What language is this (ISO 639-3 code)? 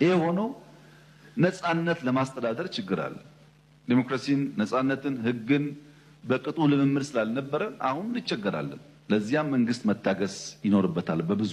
amh